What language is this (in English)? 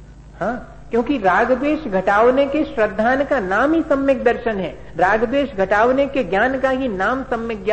Hindi